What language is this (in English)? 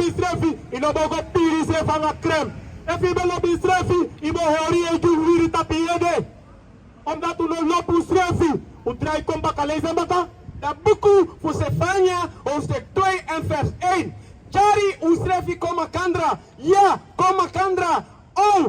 Sranan Tongo